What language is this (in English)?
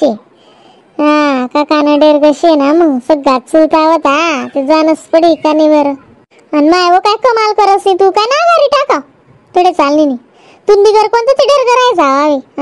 Khandesi